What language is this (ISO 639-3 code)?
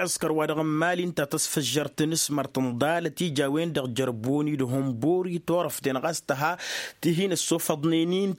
taq